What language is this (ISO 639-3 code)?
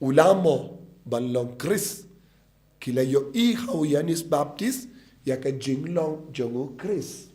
kha